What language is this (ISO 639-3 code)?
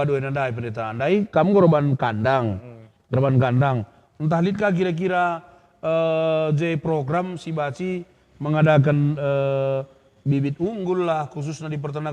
btx